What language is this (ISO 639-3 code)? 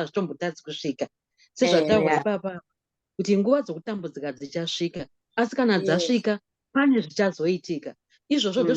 sna